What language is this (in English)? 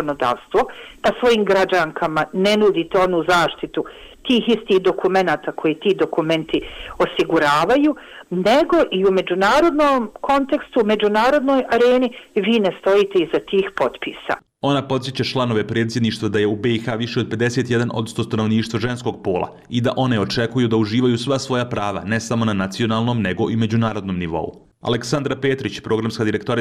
Bosnian